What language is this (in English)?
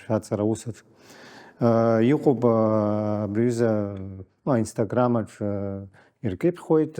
Abkhazian